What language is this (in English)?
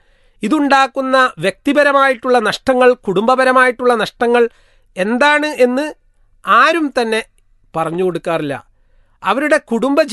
Malayalam